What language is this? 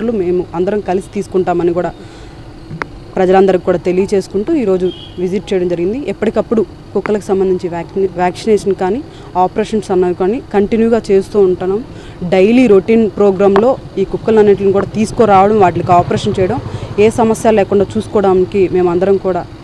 Telugu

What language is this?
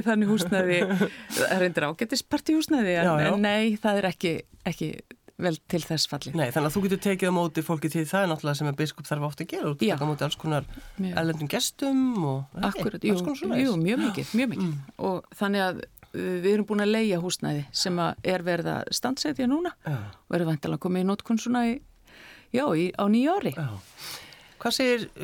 Icelandic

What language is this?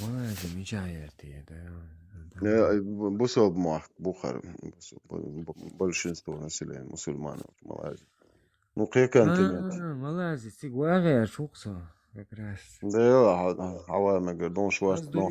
Chechen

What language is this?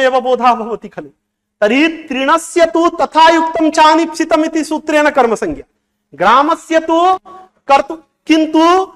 Sanskrit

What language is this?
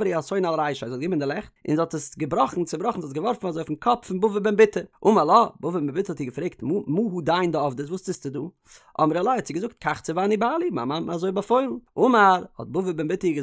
Yiddish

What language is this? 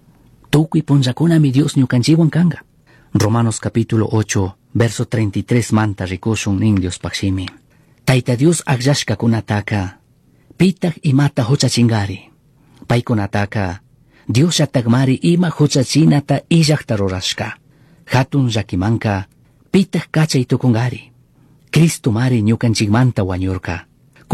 Chimborazo Highland Quichua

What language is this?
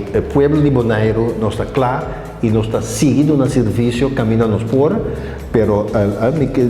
Papiamento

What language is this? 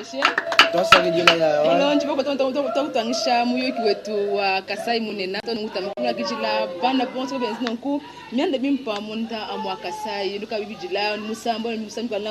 Luba-Lulua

